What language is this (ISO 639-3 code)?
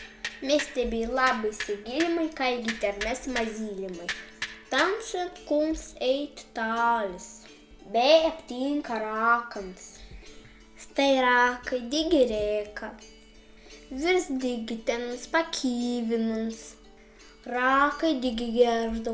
prg